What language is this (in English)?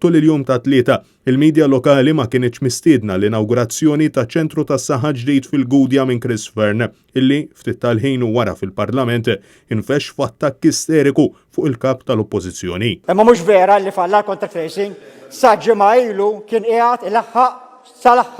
Maltese